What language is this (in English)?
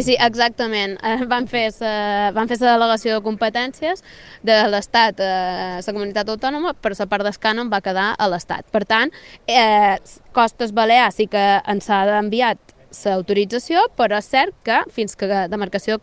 Catalan